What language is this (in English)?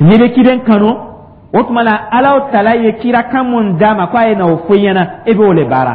Dyula